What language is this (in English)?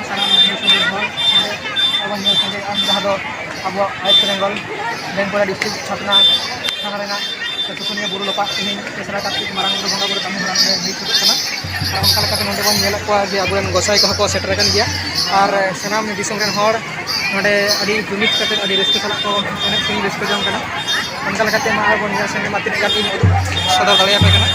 Santali